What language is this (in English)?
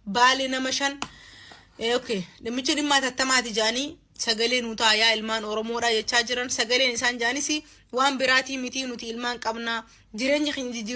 Oromo